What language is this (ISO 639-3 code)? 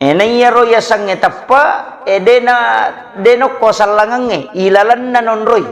bug